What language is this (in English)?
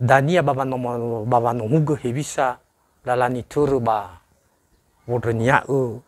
Nias